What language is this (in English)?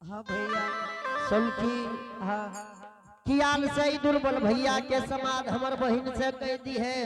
Angika